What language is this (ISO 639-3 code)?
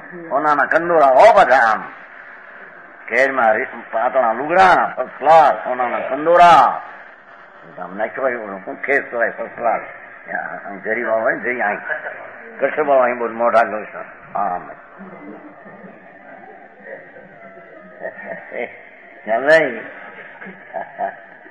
guj